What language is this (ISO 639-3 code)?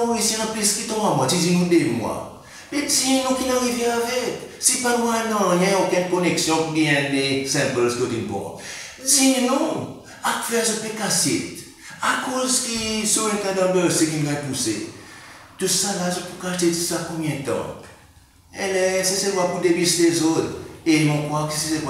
crs